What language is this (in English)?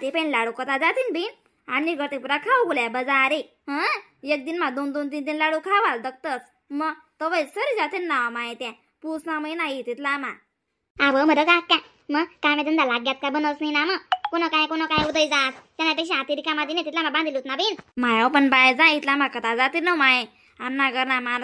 Khandesi